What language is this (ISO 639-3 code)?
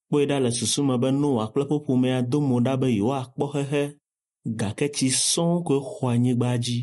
ewe